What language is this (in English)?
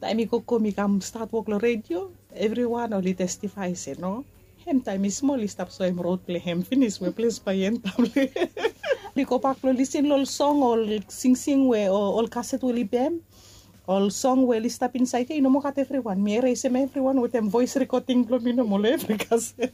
Bislama